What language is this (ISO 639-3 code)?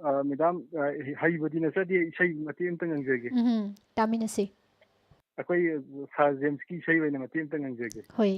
mni